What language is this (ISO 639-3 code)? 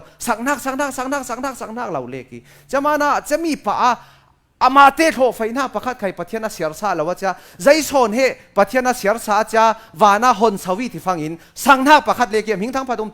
cfm